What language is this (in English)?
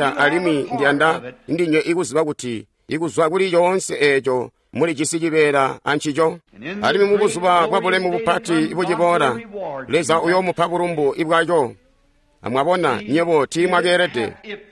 Tonga (Zambia)